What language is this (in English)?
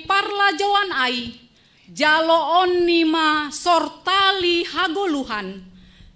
Batak Simalungun